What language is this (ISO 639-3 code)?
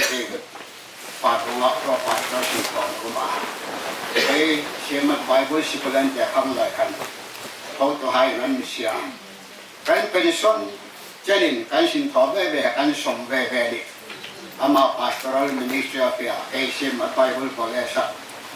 hmr